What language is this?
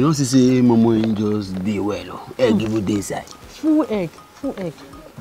Nigerian Pidgin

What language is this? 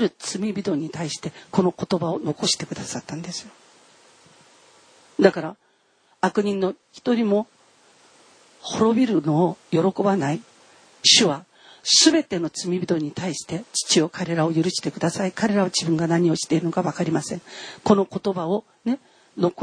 Japanese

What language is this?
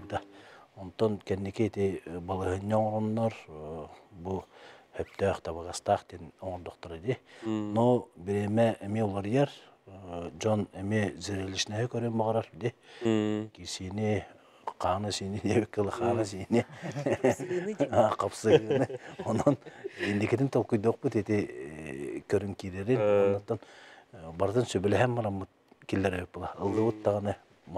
Yakut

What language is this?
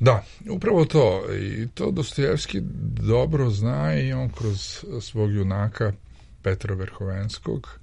Serbian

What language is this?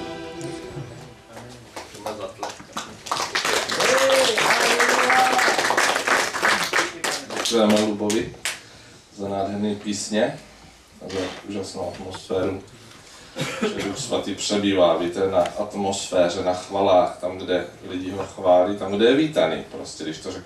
Czech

